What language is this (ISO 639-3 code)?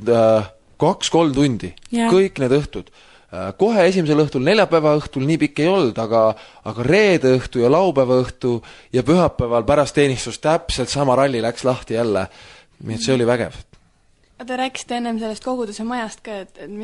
est